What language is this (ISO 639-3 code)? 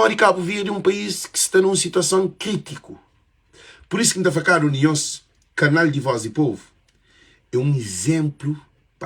kea